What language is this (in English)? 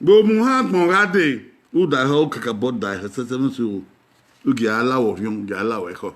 Bini